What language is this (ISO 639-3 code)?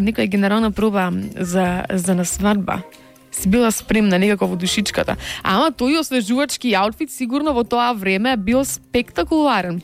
mkd